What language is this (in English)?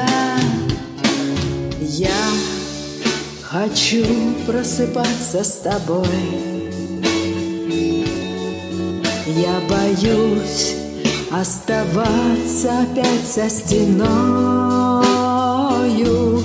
Russian